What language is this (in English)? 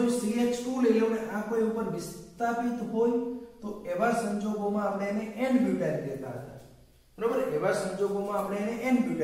Gujarati